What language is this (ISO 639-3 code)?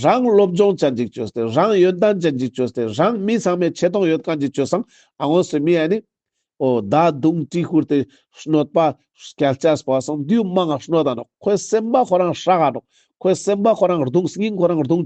lbj